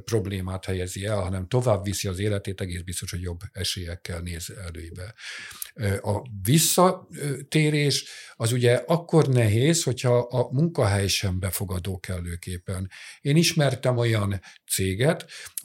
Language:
Hungarian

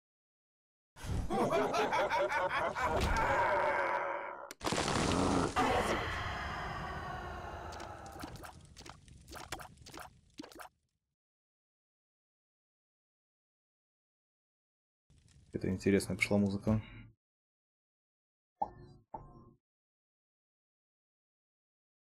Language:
Russian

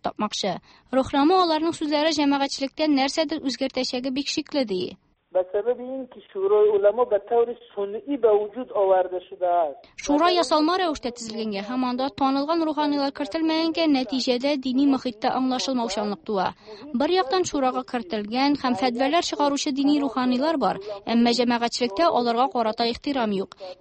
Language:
Tatar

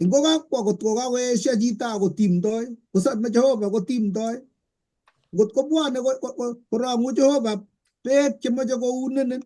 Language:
Kalenjin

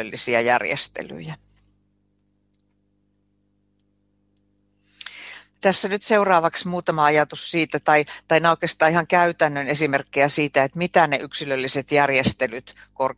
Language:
Finnish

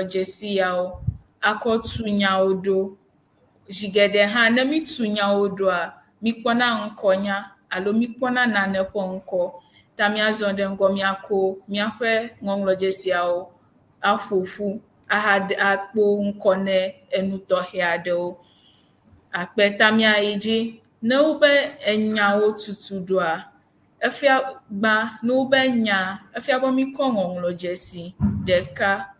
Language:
Ewe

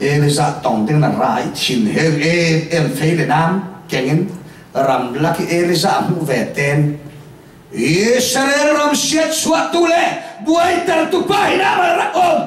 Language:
Falam Chin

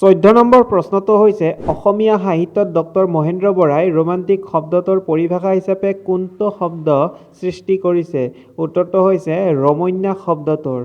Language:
Assamese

